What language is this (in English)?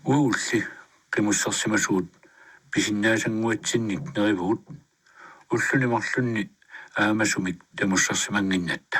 Kalaallisut